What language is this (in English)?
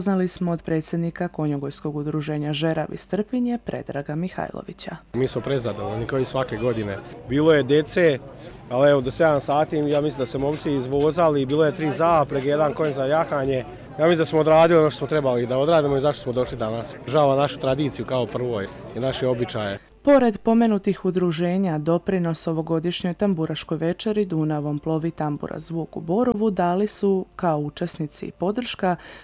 Serbian